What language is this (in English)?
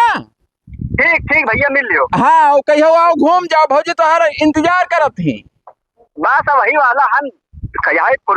Awadhi